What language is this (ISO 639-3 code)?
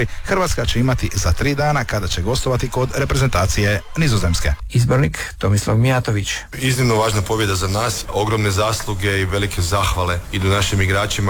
hrv